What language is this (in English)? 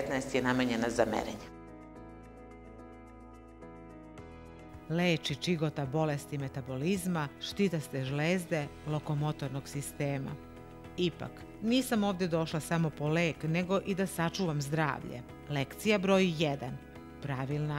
Serbian